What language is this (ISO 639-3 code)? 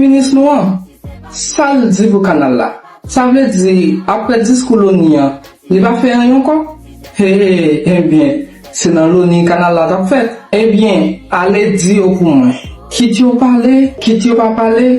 hat